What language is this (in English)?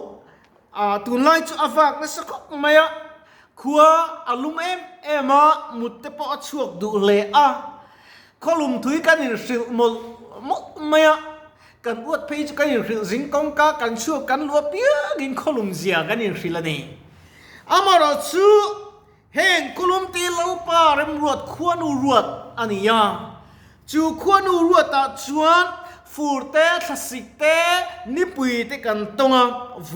Mizo